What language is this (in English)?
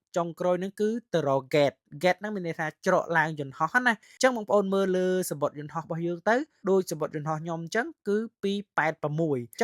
Khmer